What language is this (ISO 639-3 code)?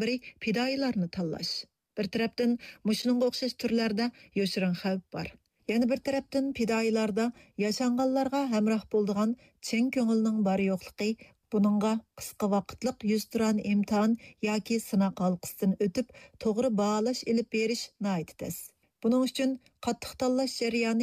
uig